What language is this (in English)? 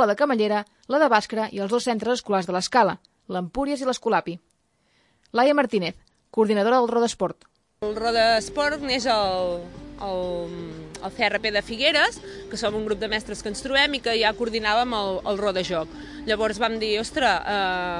Catalan